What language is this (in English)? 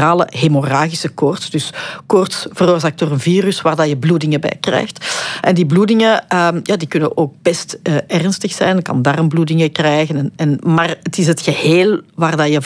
Dutch